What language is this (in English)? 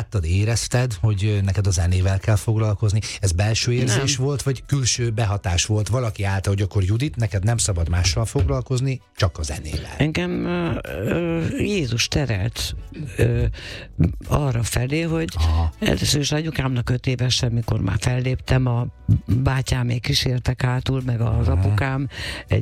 Hungarian